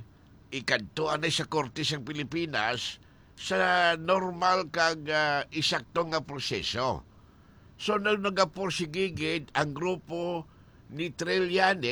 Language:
Hiligaynon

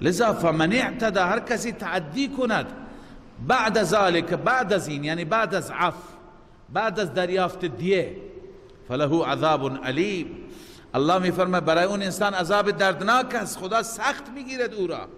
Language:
Persian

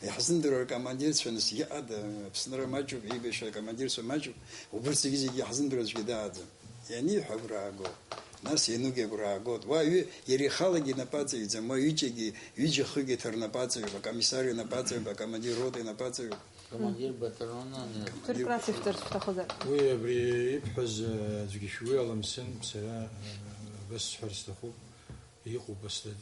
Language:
Abkhazian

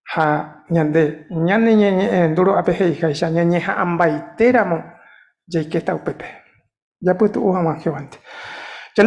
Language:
Guarani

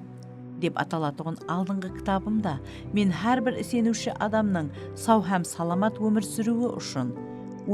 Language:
Kara-Kalpak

